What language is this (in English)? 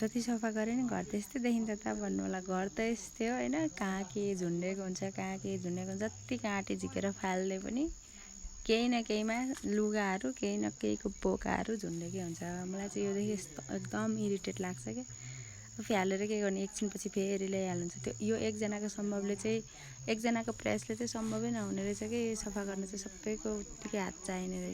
Nepali